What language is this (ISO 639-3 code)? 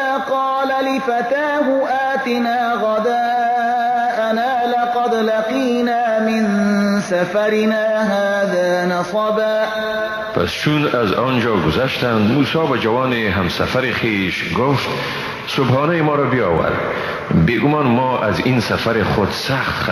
fas